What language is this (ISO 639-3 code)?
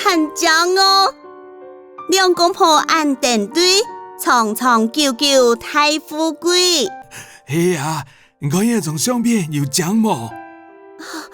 hak